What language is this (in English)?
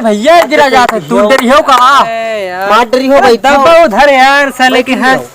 Awadhi